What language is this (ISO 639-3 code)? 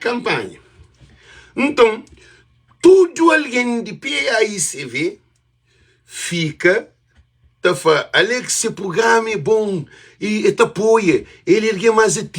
kea